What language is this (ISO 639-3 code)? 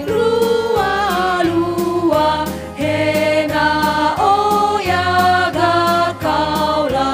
nia